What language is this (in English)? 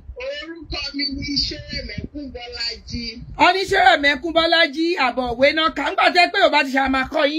Yoruba